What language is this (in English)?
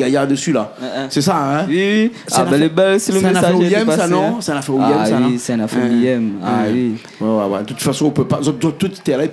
Réunion Creole French